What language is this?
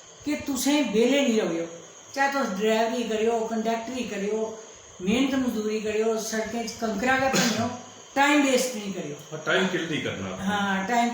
Dogri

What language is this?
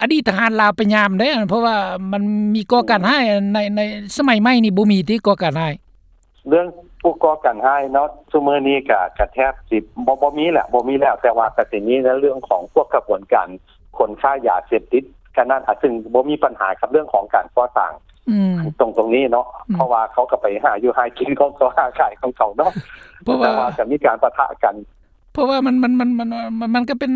Lao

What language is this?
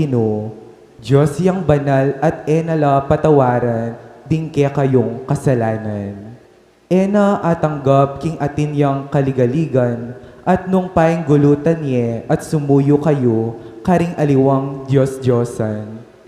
Pampanga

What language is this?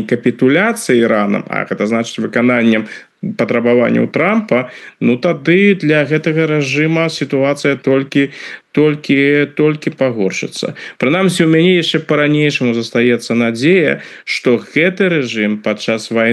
Belarusian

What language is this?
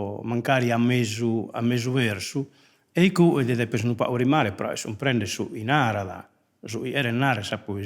Sardinian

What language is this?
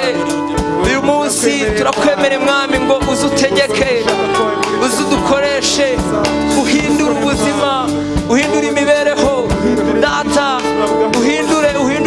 Kinyarwanda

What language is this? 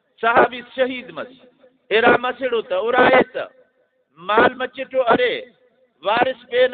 Brahui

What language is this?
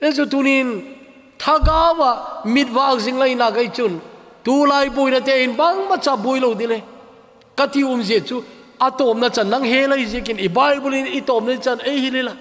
Thado Chin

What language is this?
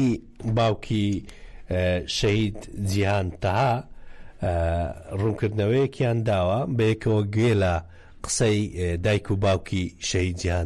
Central Kurdish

